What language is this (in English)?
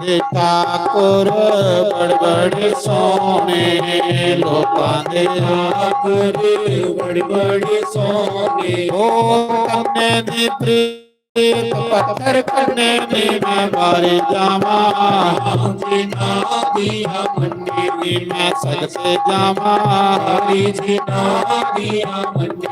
Dogri